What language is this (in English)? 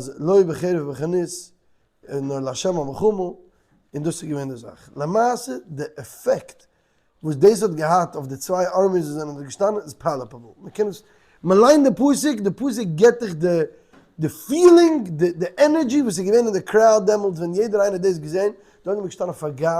Yiddish